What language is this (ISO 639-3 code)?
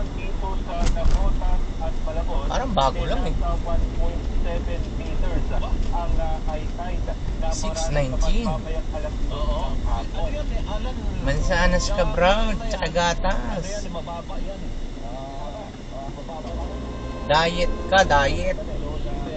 fil